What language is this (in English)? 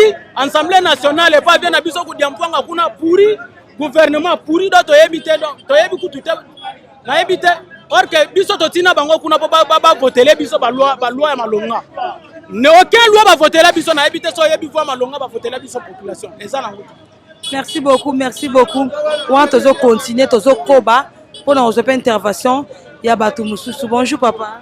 Lingala